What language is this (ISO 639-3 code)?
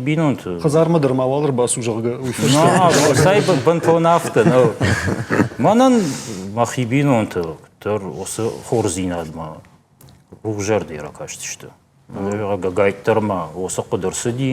oss